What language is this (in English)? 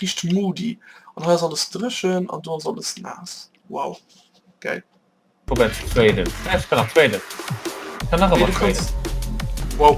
Luxembourgish